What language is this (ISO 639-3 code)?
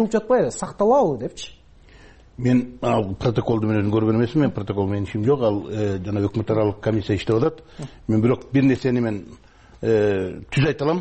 kir